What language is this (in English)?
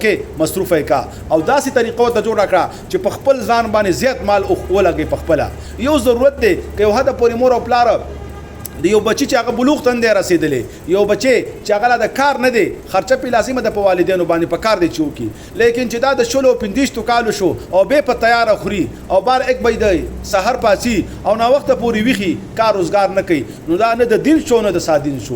Pashto